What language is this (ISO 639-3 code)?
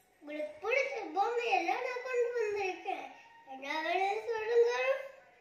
tam